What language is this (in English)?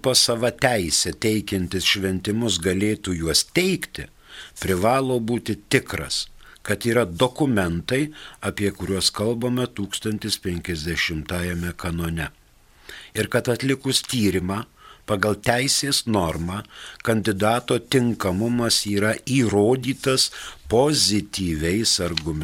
Lithuanian